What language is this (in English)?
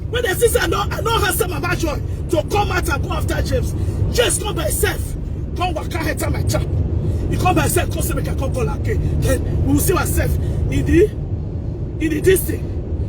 Nigerian Pidgin